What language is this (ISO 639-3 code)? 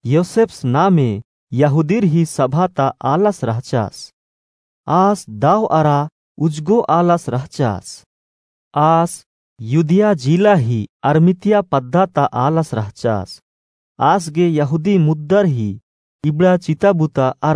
kru